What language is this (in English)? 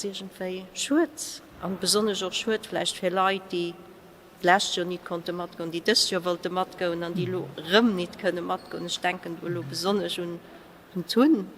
Luxembourgish